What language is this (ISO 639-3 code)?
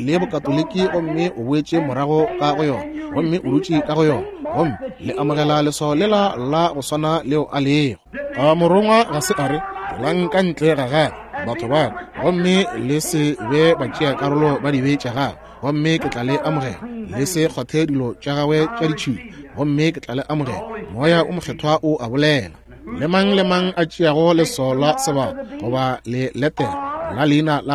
nso